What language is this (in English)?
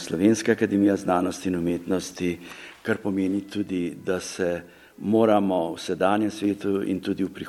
Slovenian